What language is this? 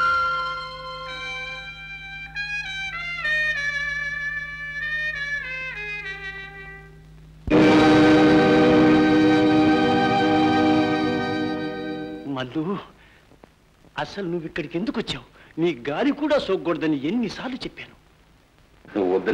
Telugu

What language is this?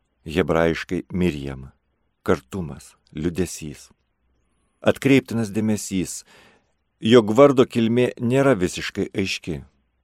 Lithuanian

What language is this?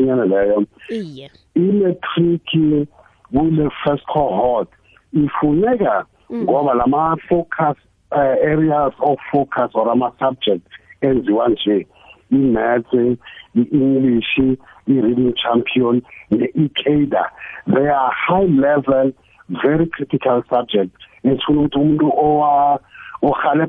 South Ndebele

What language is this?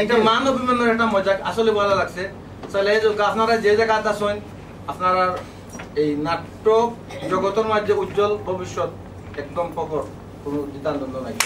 Sylheti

